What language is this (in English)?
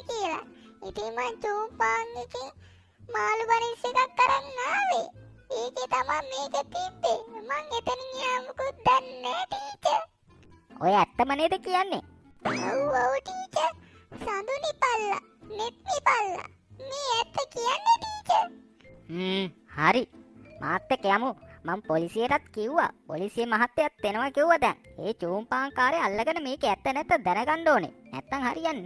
Sinhala